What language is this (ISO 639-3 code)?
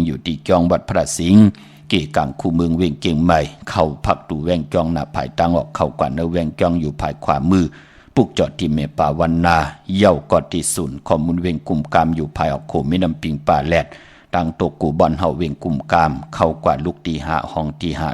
shn